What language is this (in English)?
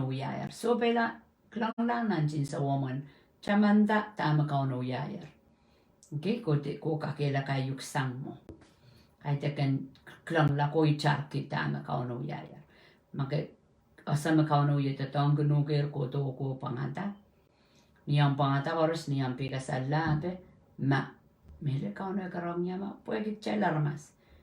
Pohnpeian